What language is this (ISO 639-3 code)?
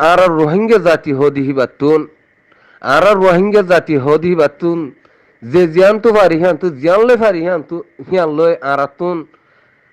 rhg